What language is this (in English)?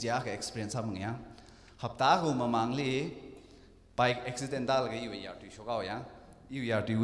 Tangkhul Naga (India)